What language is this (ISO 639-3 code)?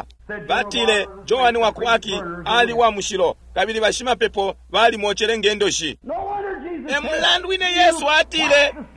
bem